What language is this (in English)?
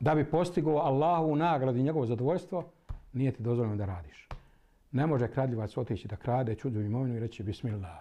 Bosnian